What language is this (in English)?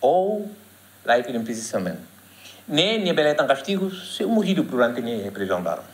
Tetum